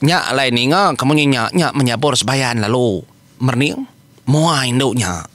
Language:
Iban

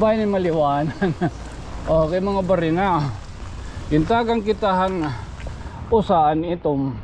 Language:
Waray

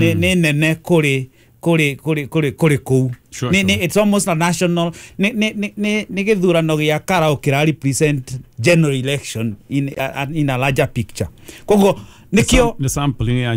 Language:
Kikuyu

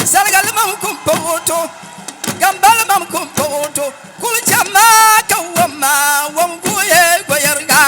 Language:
Dagbani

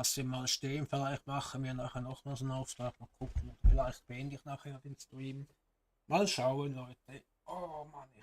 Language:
Swiss German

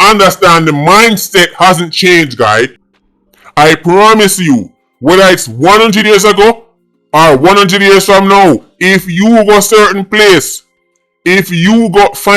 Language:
Jamaican Creole English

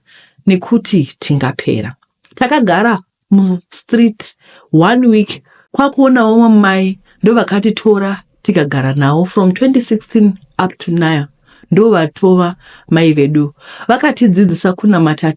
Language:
Shona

